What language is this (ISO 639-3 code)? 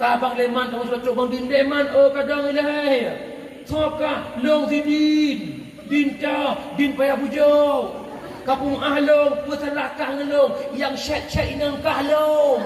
ace